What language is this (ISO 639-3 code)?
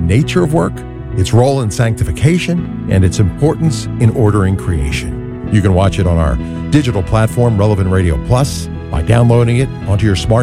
eng